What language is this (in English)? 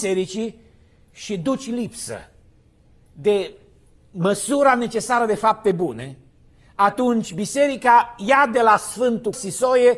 Romanian